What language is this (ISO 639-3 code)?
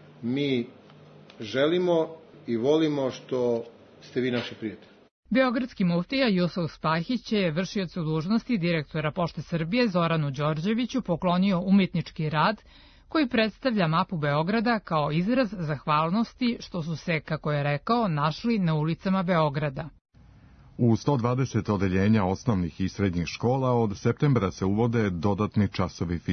srp